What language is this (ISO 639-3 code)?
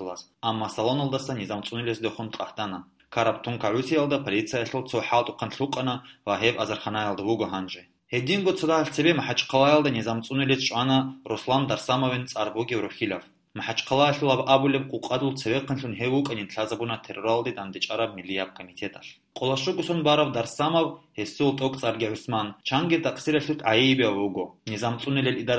ava